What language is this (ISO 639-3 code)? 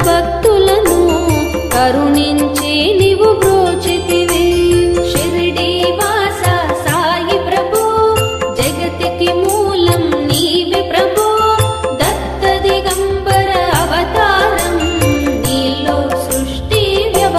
tel